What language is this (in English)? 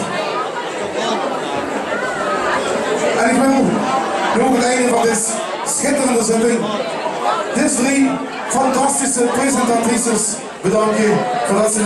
Dutch